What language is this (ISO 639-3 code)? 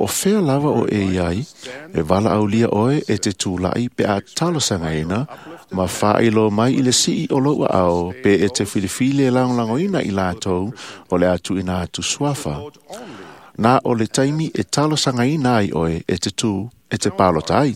smo